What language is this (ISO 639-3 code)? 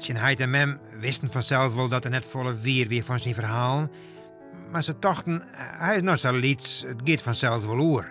fry